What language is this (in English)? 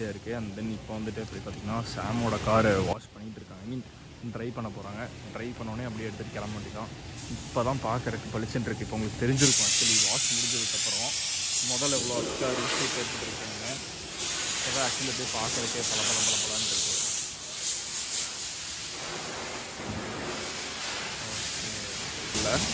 Tamil